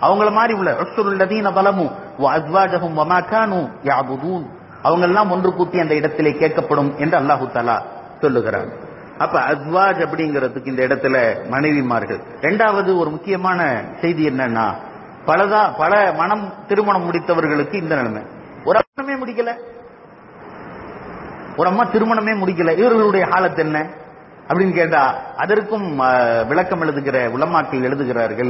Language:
Tamil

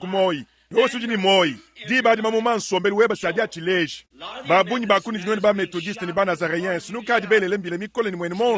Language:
Luba-Lulua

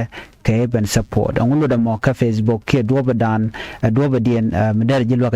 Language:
Nuer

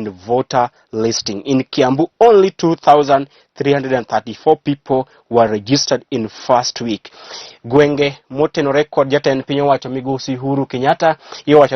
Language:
Luo (Kenya and Tanzania)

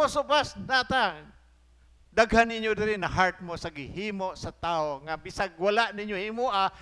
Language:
Cebuano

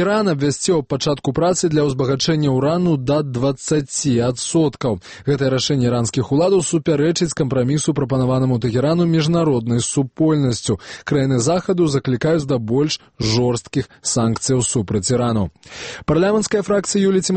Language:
Belarusian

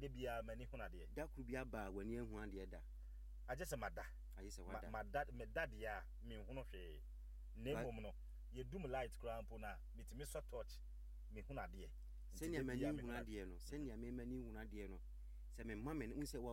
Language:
Akan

